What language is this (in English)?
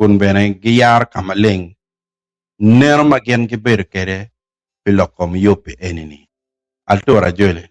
Acoli